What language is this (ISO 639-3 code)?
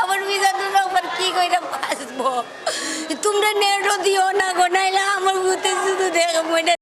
syl